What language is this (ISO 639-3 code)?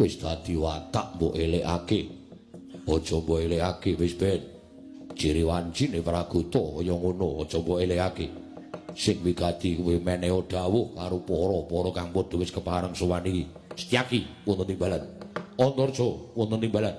jav